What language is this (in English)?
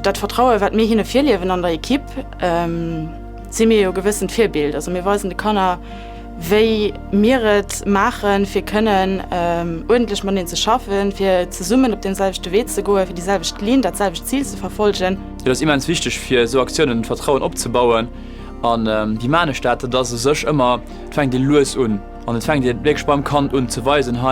Luxembourgish